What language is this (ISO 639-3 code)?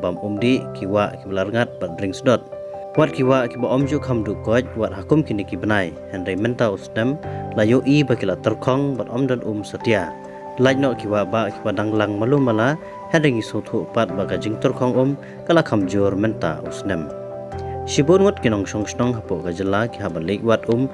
kha